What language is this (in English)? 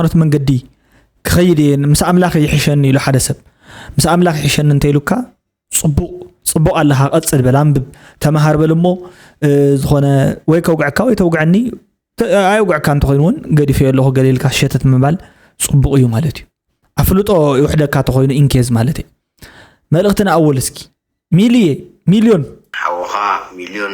Tigrinya